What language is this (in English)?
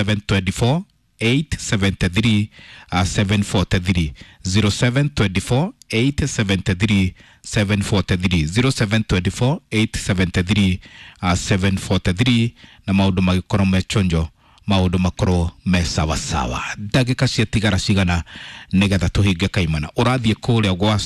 Kikuyu